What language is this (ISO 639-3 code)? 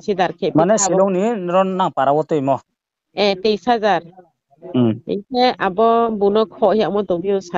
ria